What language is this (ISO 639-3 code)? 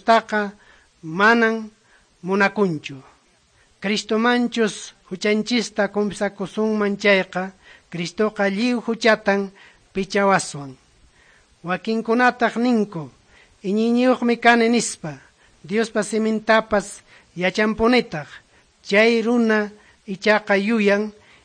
que